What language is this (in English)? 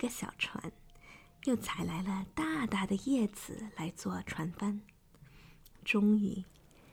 Chinese